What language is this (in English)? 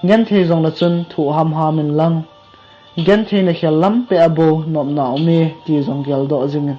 Thado Chin